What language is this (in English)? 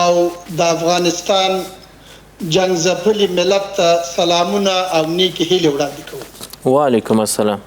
Pashto